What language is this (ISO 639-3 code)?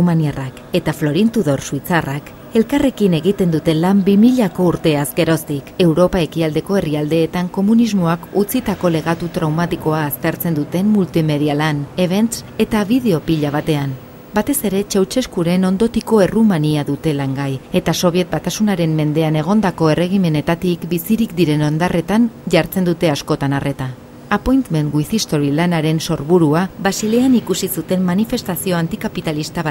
eus